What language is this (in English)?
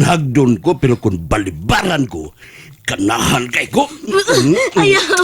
Cebuano